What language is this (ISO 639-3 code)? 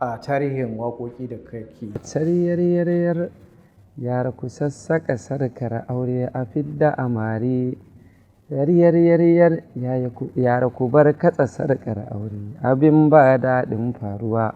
hau